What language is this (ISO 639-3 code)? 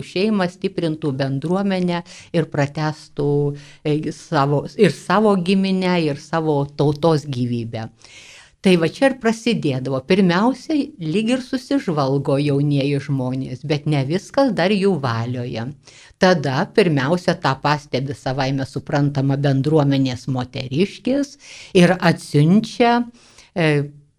lit